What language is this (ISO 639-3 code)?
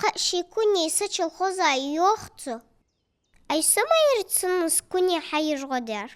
inh